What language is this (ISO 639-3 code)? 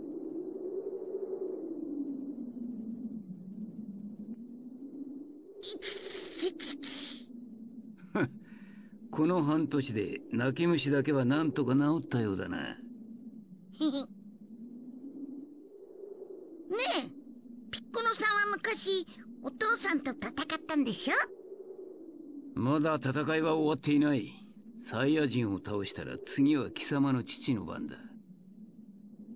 jpn